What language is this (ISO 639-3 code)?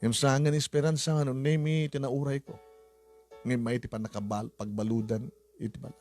ilo